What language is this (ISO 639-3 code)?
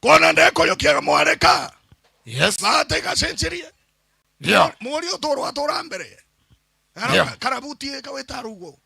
mer